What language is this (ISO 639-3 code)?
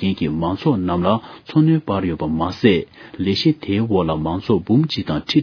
bod